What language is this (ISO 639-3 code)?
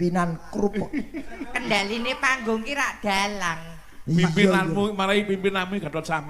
jav